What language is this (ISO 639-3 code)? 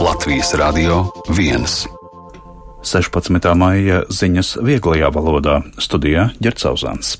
lav